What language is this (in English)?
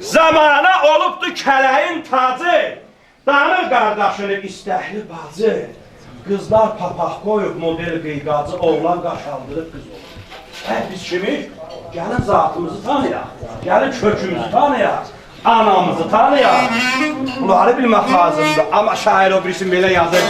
South Azerbaijani